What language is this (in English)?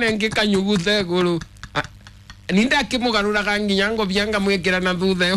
Kikuyu